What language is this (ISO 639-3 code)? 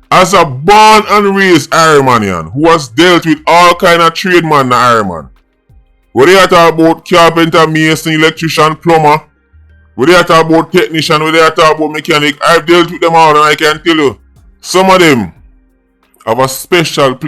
jam